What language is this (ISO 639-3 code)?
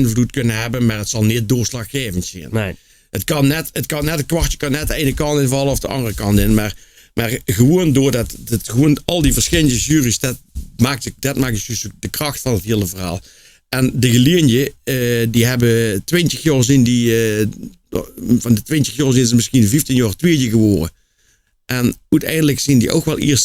lim